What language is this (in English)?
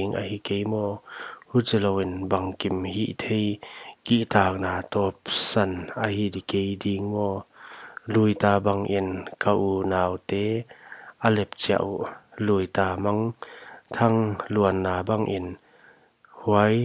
Paite Chin